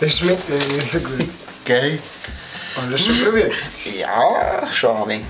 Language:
Bavarian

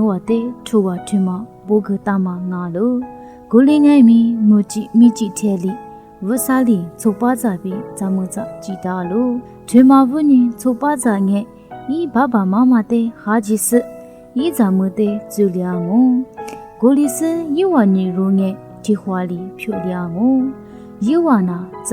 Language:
Lisu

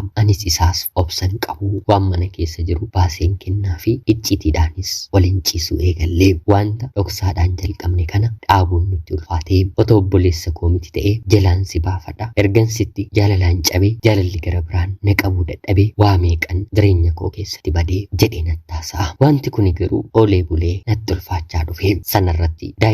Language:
Oromo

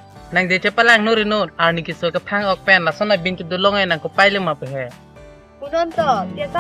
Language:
Karbi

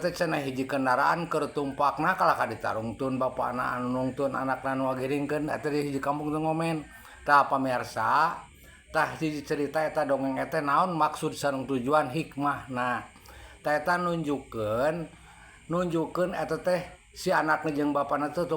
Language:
Sundanese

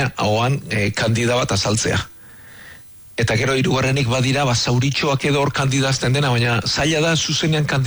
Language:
Basque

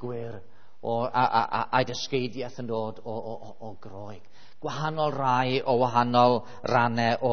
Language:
Welsh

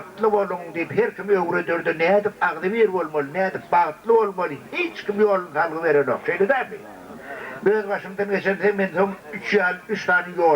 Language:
Turkmen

